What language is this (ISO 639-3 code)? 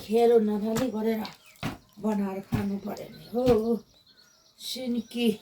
nep